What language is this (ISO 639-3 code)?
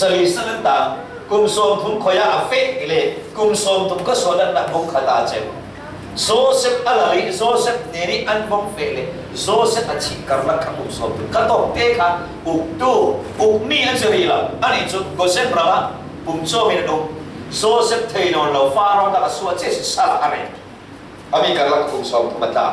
cfm